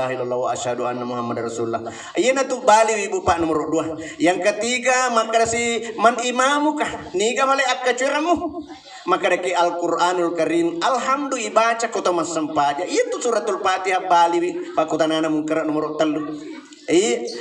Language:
Buginese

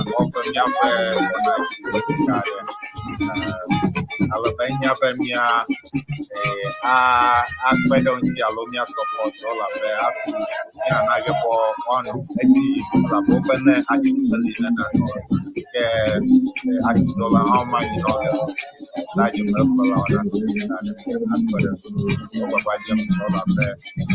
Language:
Ewe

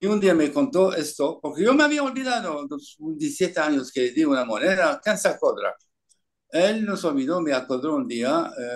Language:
Ladino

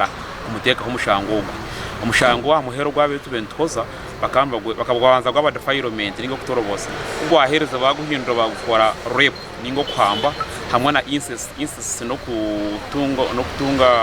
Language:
Nyankole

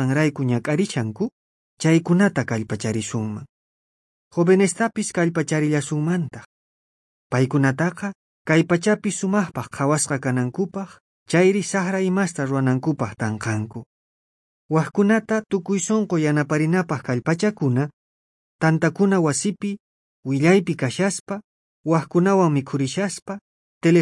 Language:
South Bolivian Quechua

